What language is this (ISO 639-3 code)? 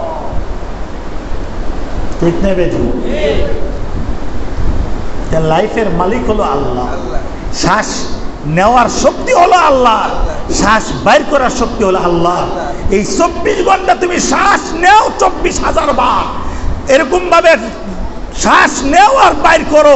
ben